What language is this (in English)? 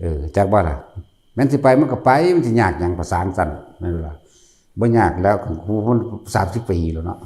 Northeastern Thai